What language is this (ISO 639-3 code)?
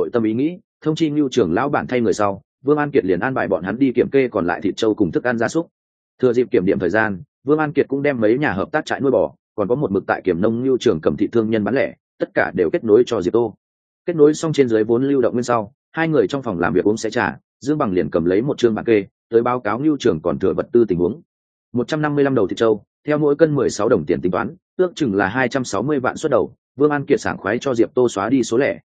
vie